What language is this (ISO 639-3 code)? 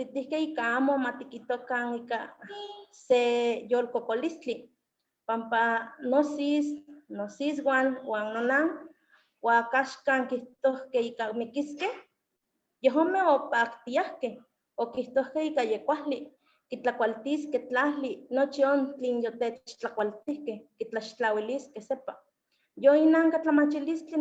nhe